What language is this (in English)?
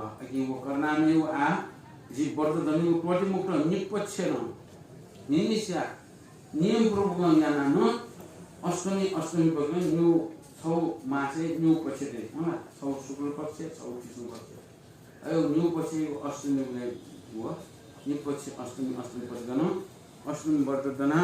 Newari